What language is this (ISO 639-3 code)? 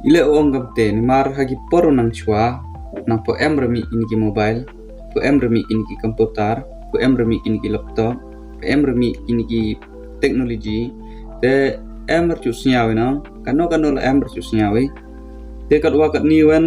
pbv